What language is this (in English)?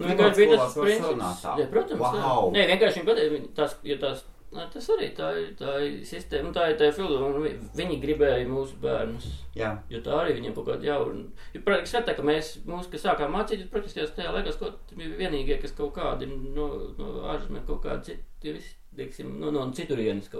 Latvian